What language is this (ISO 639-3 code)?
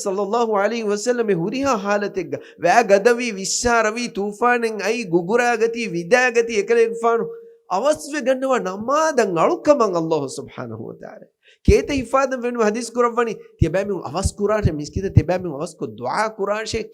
div